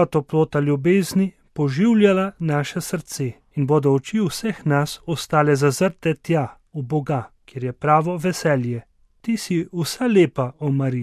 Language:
Slovenian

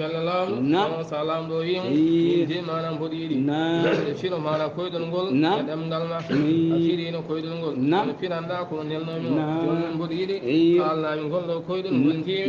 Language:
Fula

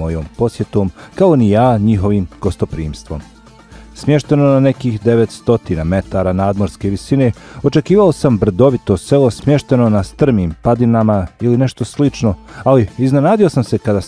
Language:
Bosnian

